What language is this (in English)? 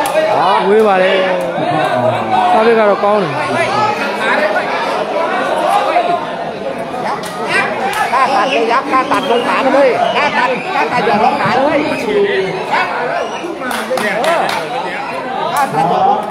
Burmese